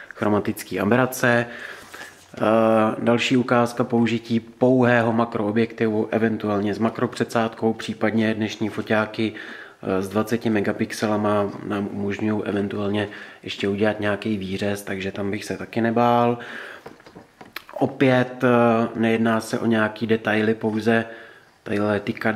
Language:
Czech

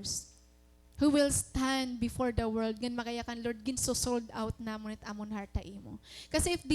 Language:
Waray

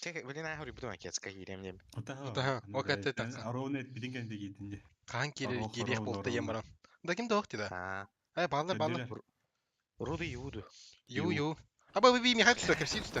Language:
Yakut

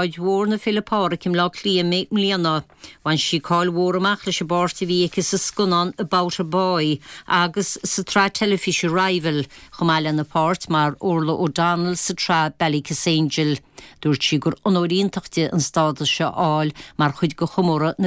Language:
Irish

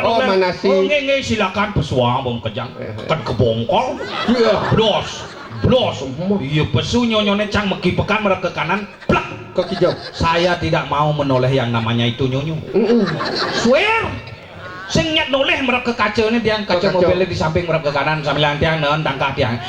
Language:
Balinese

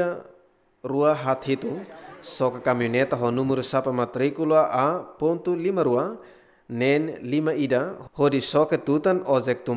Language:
Tetum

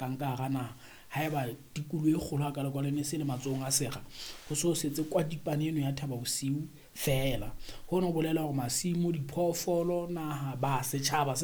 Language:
Southern Sotho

